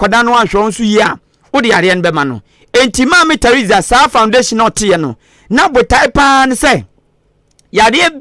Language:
Akan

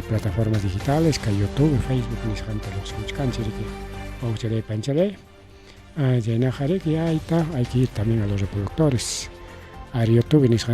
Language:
Ayacucho Quechua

